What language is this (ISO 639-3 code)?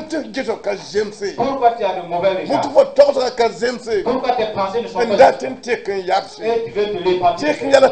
mos